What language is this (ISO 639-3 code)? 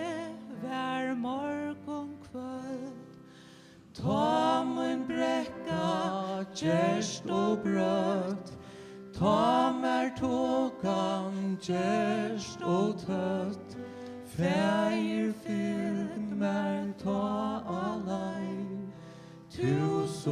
fao